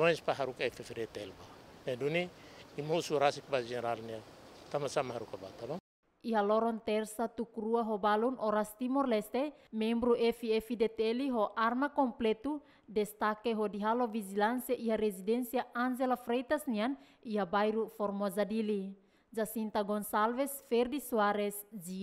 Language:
Tetum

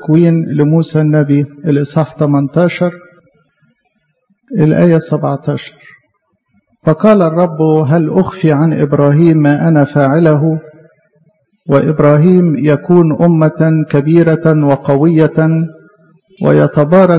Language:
Egyptian Arabic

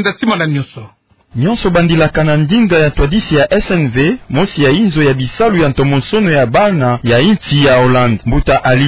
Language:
Kituba (Democratic Republic of Congo)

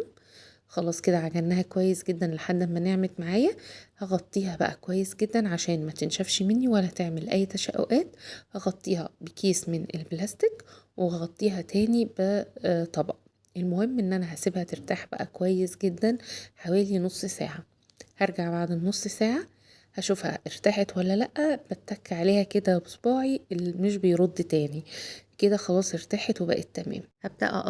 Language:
Egyptian Arabic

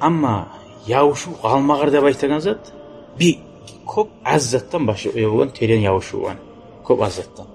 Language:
Kumyk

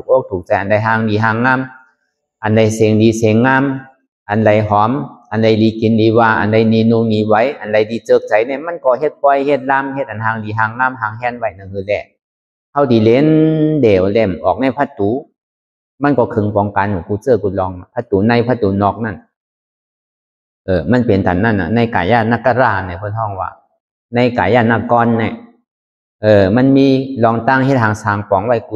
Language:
Shan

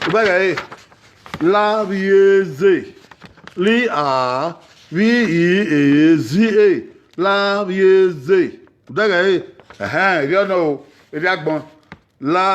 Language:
Bini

